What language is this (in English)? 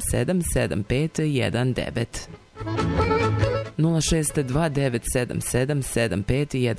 Serbian